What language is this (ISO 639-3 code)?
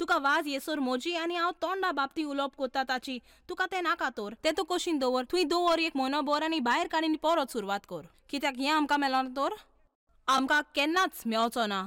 kok